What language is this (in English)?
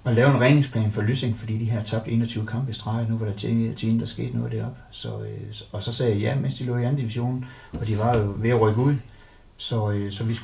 Danish